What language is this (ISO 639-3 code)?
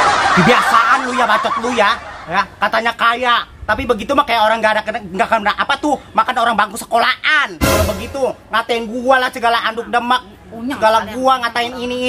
bew